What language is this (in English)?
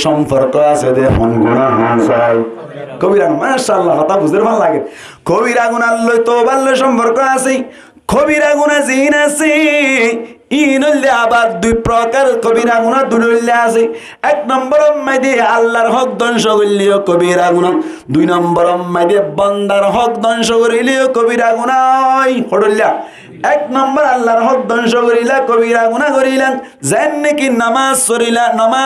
Rohingya